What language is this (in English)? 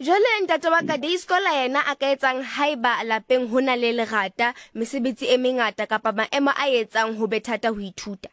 Southern Sotho